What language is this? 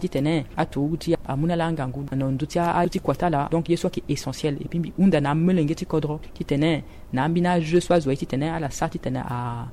Sango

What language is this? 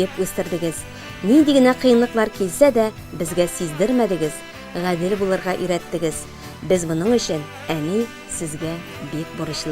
Tatar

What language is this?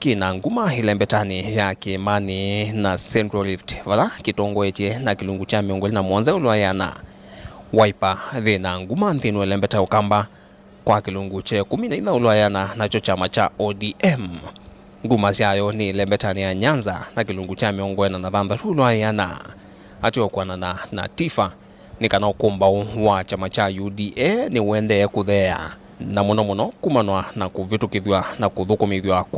Kamba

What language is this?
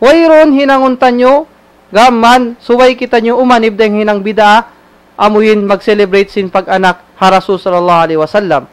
Tausug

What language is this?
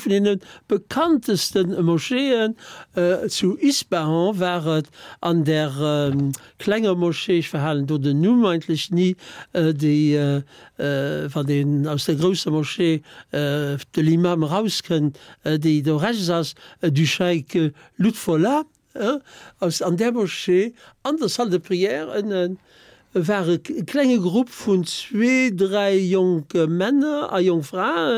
Luxembourgish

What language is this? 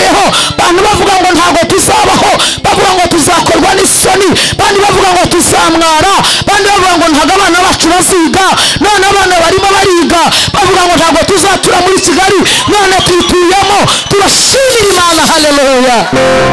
Kinyarwanda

